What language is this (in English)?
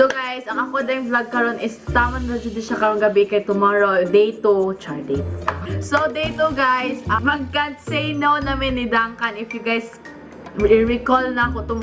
Cebuano